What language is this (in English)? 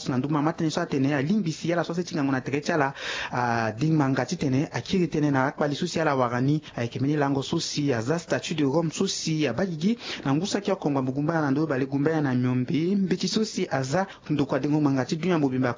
Sango